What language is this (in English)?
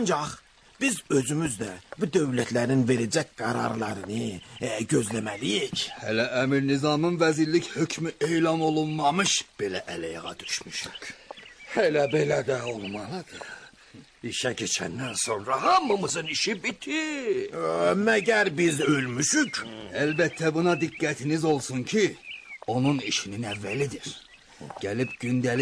Azerbaijani